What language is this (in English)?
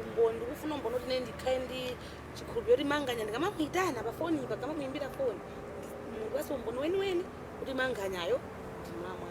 Nyanja